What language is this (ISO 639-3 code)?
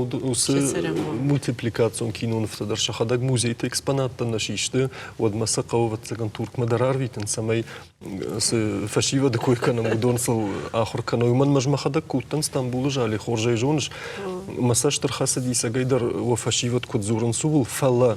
oss